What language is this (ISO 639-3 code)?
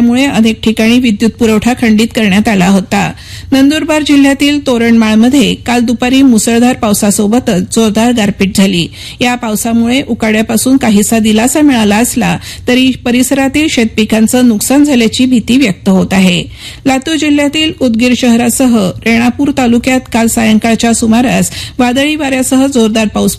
mar